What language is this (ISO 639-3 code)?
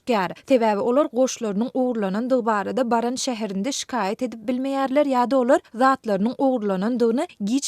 tuk